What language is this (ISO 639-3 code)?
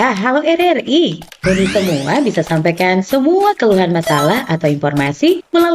xmm